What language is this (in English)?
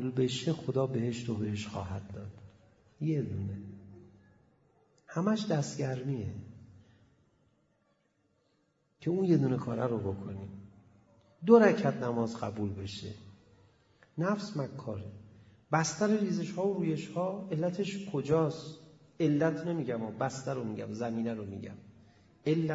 Persian